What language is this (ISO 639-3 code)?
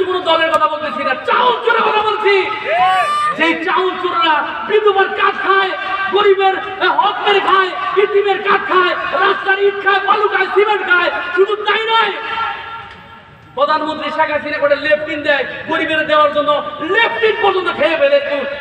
ben